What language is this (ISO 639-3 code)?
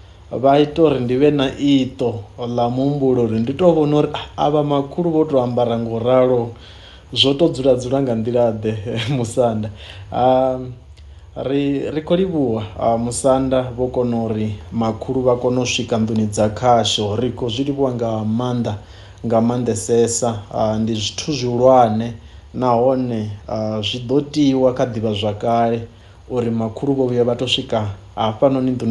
ven